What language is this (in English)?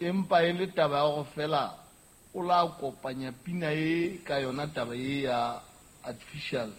Southern Sotho